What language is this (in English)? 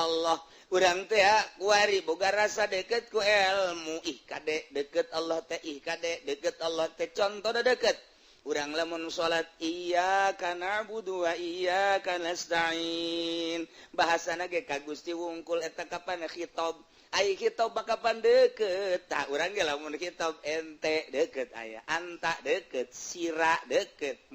Sundanese